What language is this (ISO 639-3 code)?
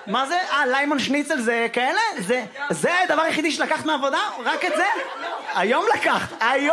heb